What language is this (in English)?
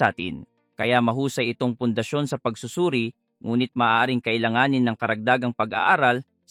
Filipino